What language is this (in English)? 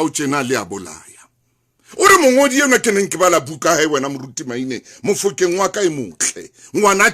Southern Sotho